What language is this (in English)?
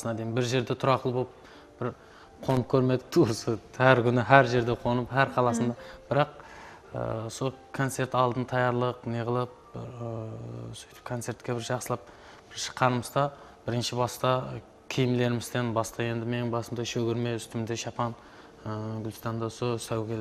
Kara-Kalpak